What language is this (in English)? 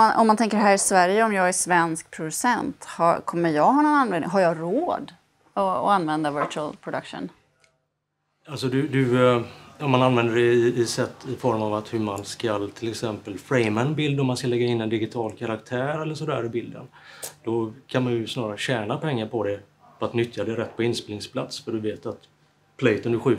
Swedish